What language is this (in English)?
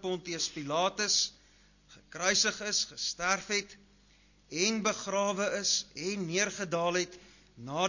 Afrikaans